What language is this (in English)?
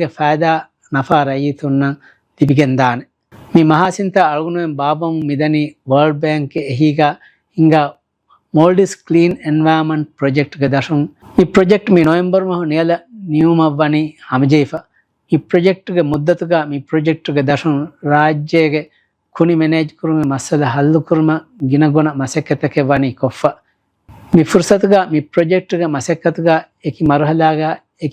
Divehi